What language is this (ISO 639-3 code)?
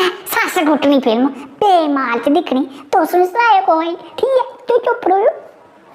doi